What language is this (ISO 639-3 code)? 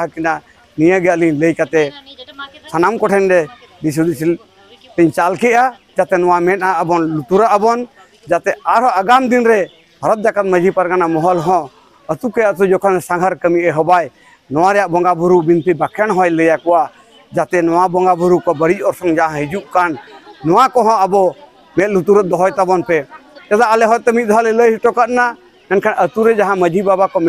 sat